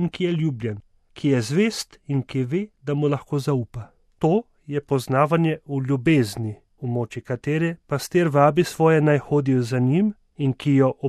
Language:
Slovenian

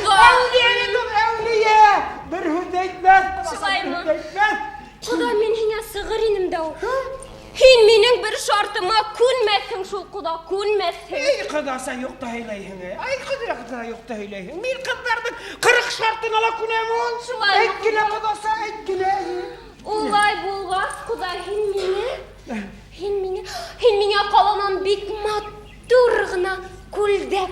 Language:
Bashkir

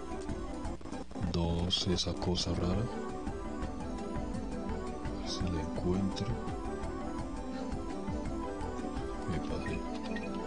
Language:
Spanish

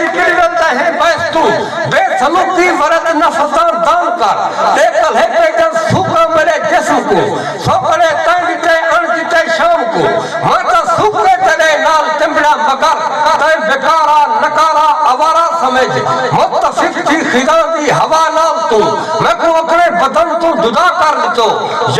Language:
Saraiki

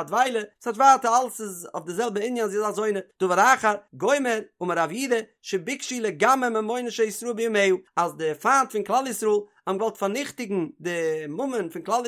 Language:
Yiddish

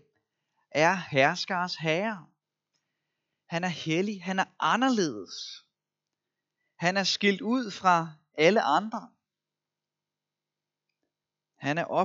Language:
Danish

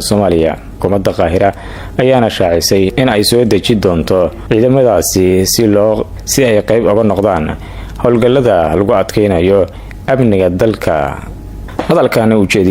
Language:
Somali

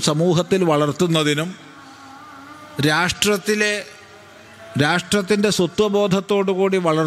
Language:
Malayalam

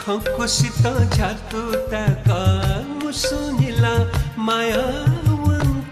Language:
Newari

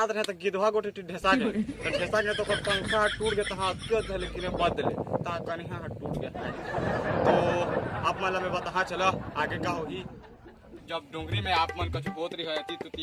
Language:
Chhattisgarhi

